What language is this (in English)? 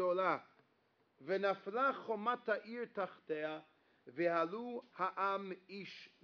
Hebrew